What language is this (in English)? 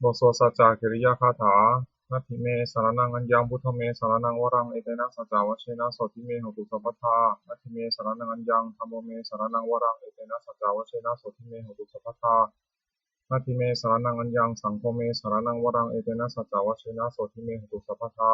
Pali